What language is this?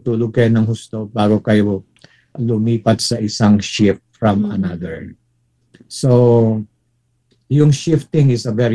Filipino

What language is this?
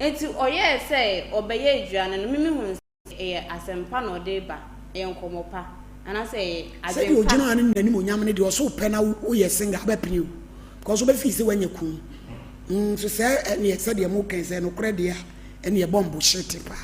Akan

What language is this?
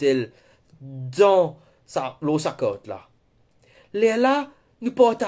Morisyen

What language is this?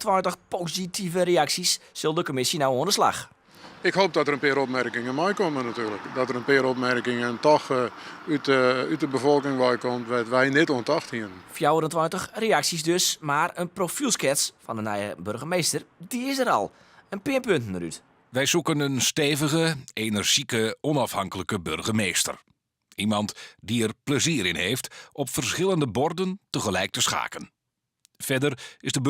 Western Frisian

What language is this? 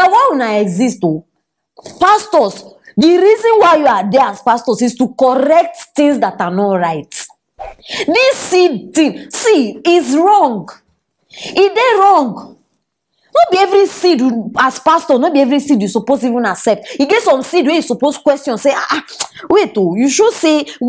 Nigerian Pidgin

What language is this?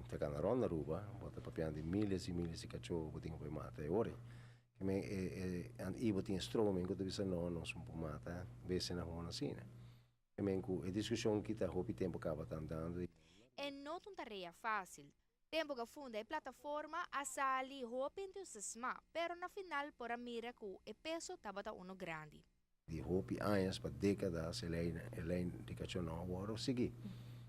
Papiamento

